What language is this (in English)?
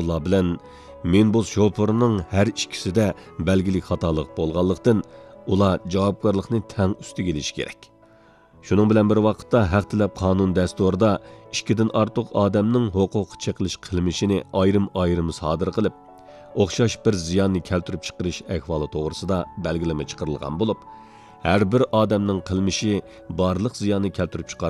Uyghur